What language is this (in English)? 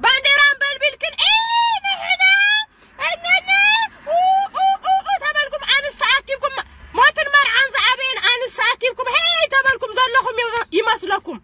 Tigrinya